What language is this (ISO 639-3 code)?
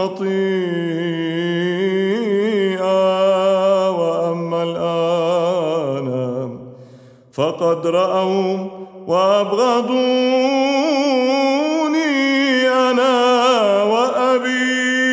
ara